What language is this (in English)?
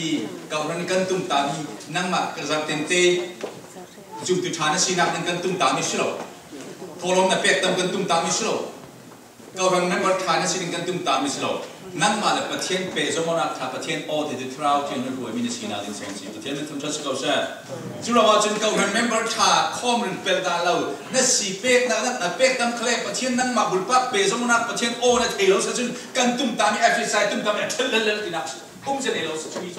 Falam Chin